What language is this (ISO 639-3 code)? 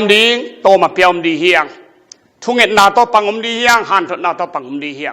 ctd